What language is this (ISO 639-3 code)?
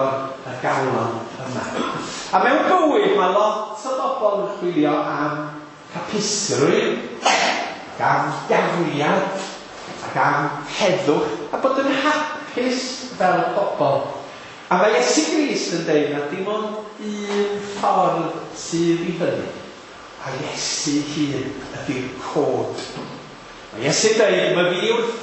cym